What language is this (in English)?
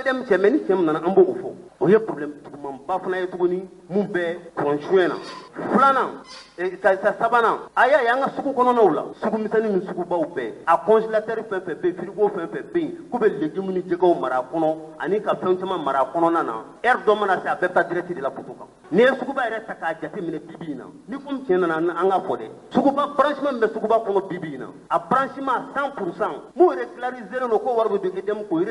Bambara